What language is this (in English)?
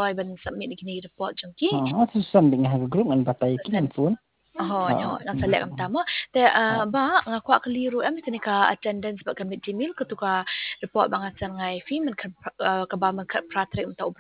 Khasi